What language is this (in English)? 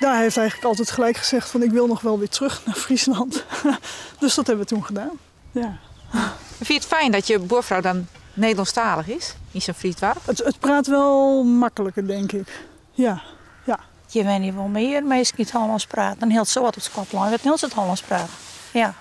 Western Frisian